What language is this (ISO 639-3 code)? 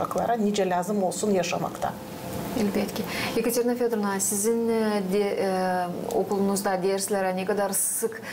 gag